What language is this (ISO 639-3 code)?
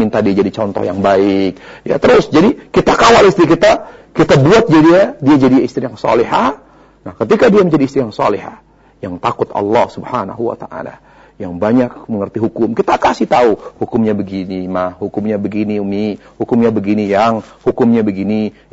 ind